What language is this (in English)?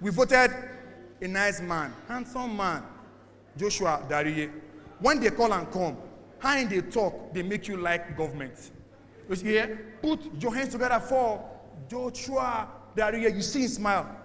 Nigerian Pidgin